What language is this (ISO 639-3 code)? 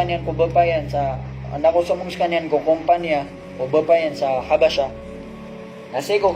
mrw